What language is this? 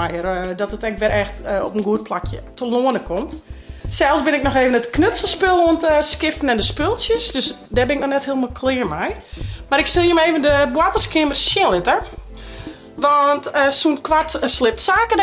Western Frisian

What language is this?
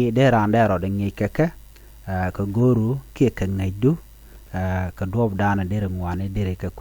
Nuer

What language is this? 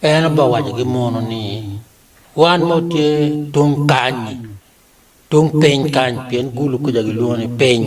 Acoli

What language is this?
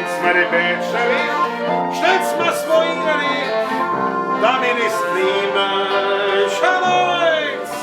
Bavarian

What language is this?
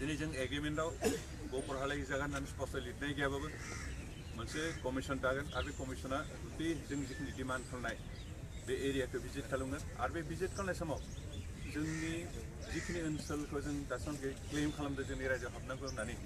Bodo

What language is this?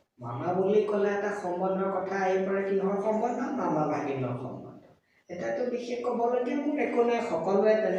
Assamese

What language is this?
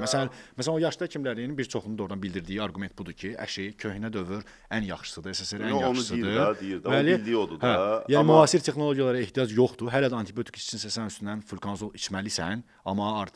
Azerbaijani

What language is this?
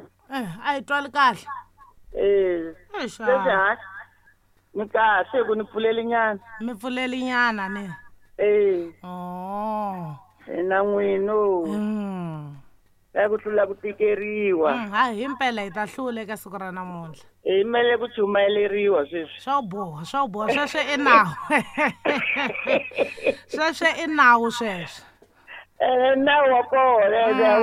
Tsonga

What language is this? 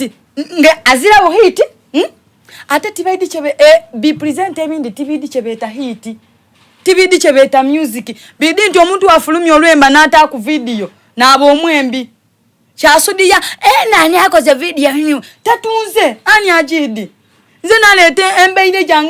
Soga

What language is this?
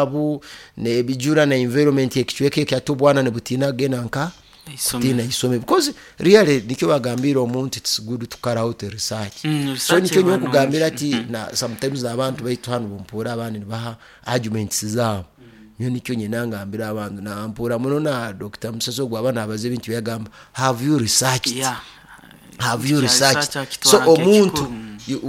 Nyoro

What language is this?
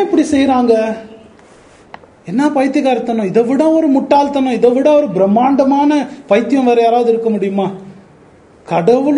Tamil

